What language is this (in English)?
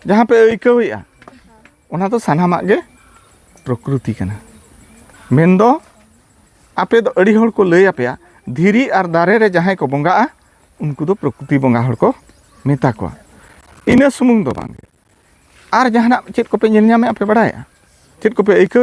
Santali